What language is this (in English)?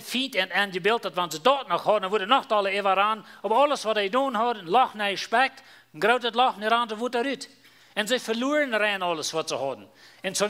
Plautdietsch